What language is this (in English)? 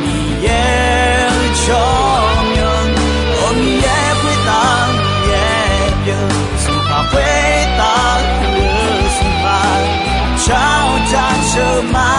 Akha